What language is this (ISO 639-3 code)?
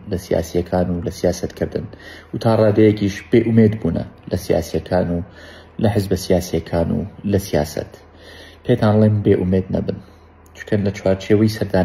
ckb